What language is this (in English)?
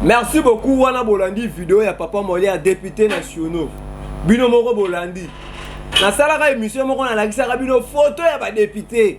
Lingala